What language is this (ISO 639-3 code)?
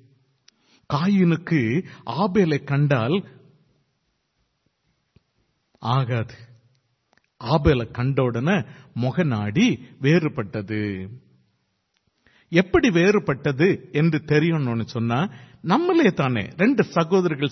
tam